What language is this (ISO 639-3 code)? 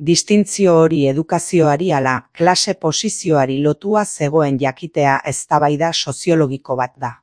eus